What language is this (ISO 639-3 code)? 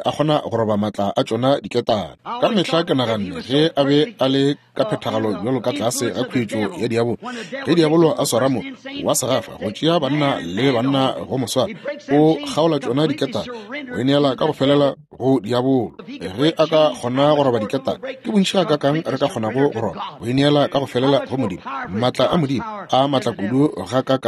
nso